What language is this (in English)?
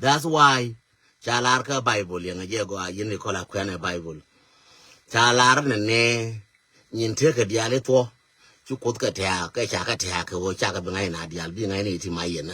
Nuer